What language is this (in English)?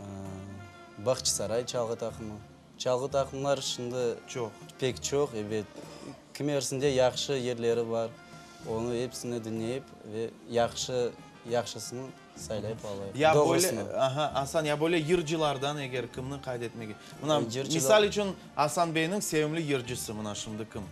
Crimean Tatar